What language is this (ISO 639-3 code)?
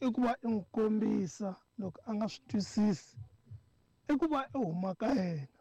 tso